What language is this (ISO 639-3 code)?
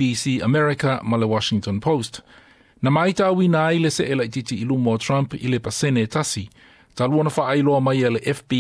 smo